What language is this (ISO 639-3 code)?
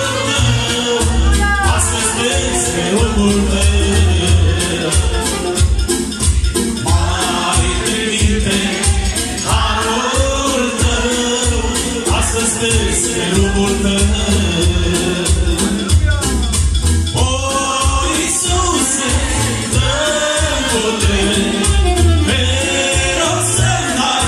ron